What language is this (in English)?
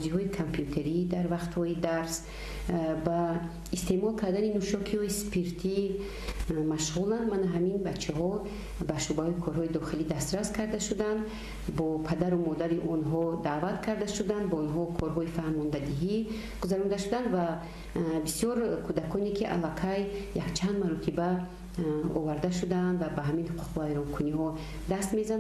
Tajik